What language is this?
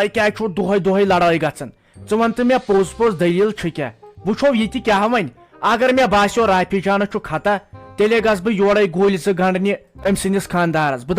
Kashmiri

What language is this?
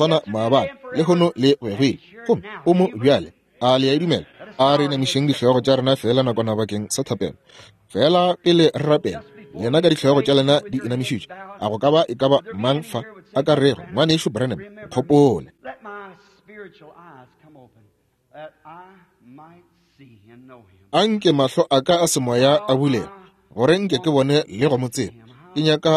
Northern Sotho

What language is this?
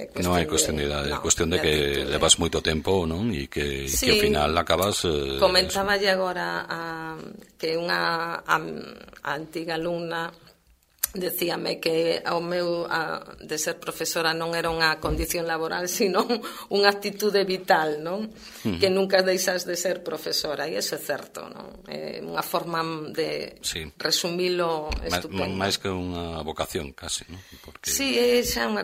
Galician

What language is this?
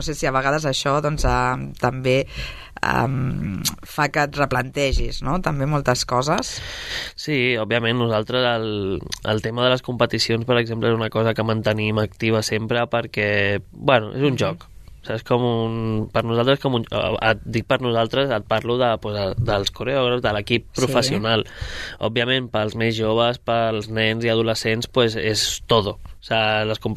Catalan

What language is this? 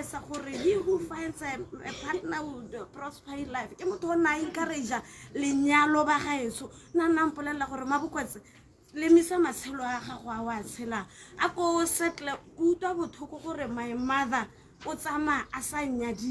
Tswana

